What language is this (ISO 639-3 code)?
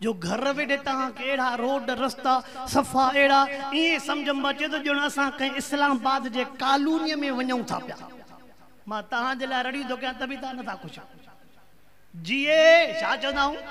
snd